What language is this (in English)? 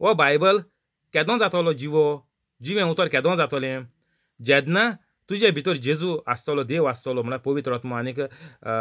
Konkani